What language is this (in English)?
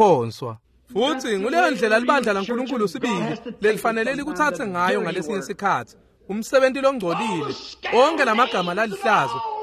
Swati